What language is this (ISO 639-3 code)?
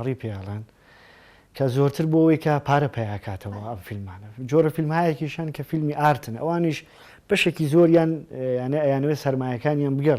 ckb